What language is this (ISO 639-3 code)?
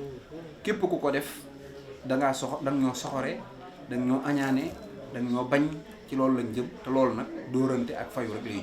wol